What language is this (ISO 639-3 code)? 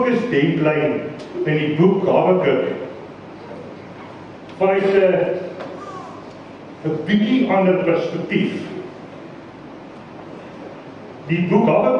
afr